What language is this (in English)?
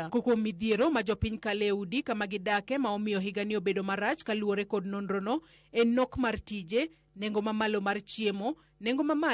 Luo (Kenya and Tanzania)